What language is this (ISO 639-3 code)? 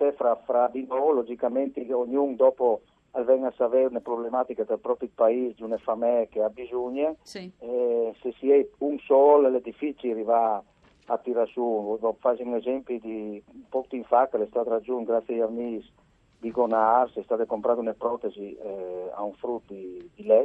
fur